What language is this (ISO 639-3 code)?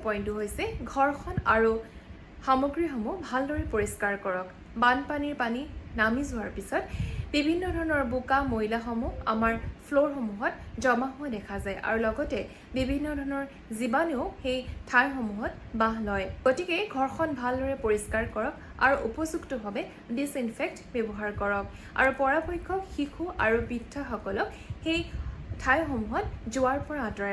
asm